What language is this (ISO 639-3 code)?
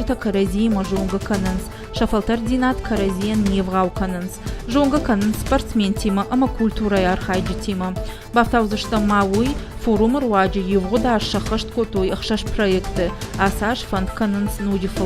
oss